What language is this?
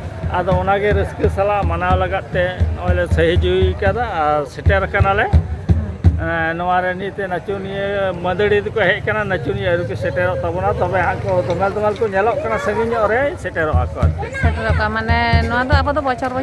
Santali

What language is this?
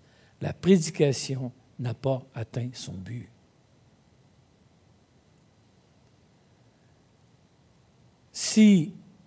French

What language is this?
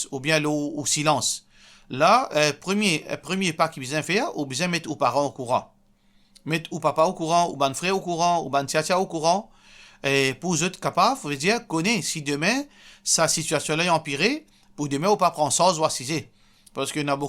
Morisyen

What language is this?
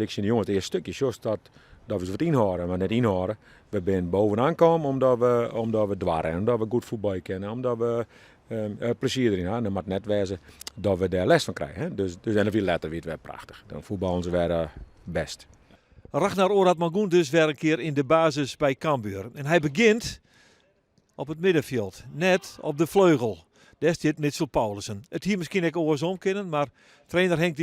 Western Frisian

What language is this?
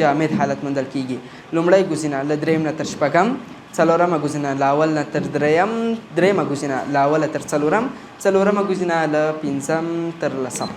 Pashto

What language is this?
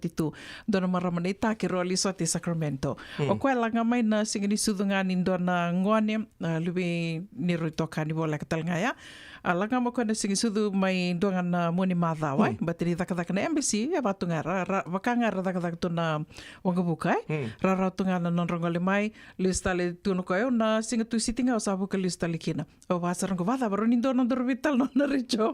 Fijian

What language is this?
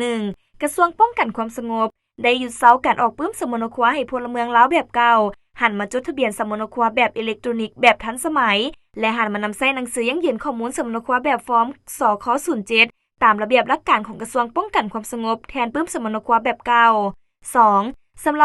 Lao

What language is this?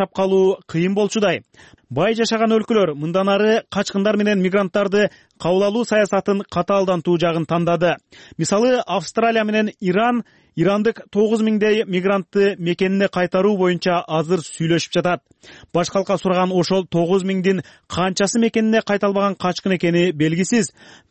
Kyrgyz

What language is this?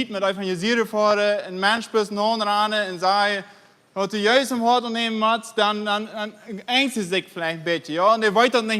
Plautdietsch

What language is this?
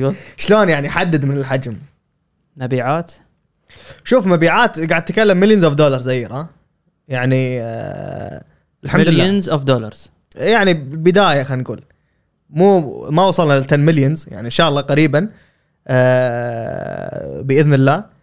Gulf Arabic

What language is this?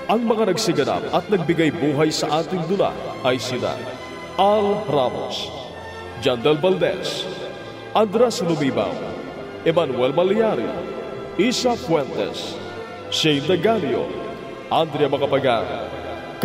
Filipino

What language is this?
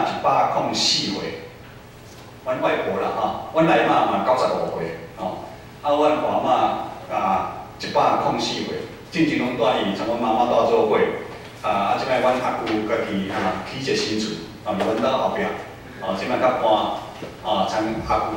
Min Nan Chinese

